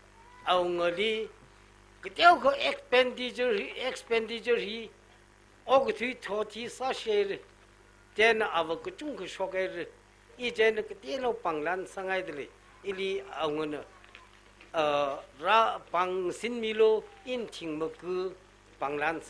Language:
Tangkhul Naga (India)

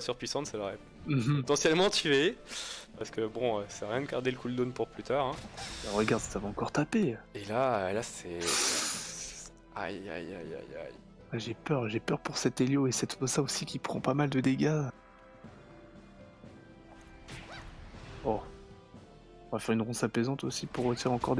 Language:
French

